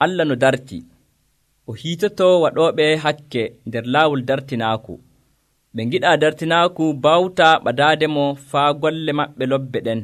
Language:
Nigerian Fulfulde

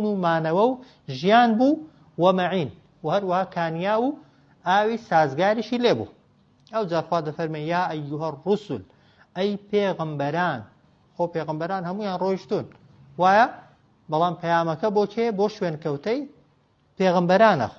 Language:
Central Kurdish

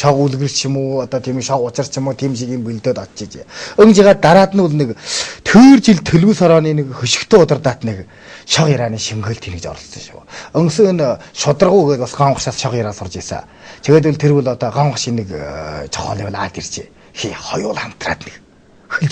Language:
Mongolian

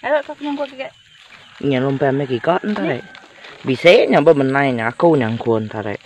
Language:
Iban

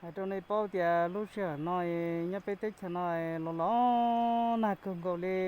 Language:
Hmong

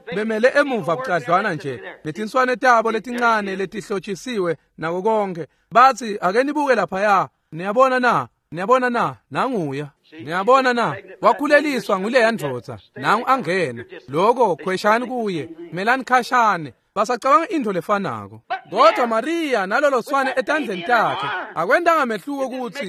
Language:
Swati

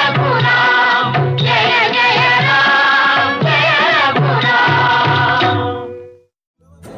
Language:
Telugu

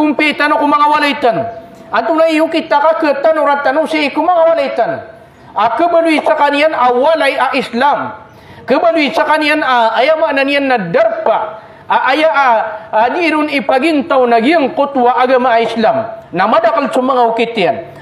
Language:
Maranao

